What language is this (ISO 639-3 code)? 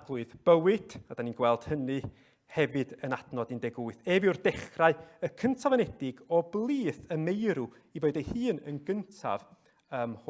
cym